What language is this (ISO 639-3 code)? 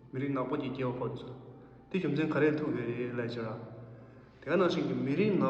bod